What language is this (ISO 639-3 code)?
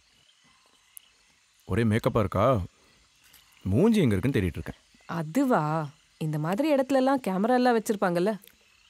tam